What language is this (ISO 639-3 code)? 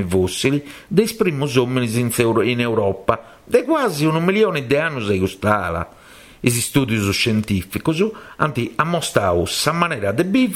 srd